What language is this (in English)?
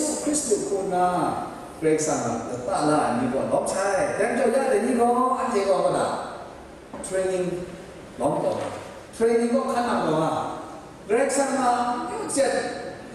Kachin